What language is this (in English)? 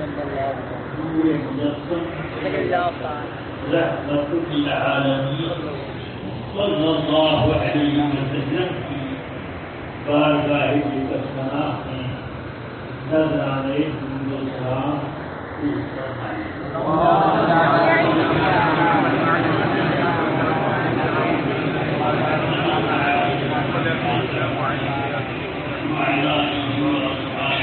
Urdu